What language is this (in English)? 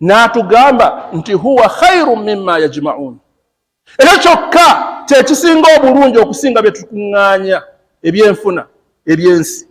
Ganda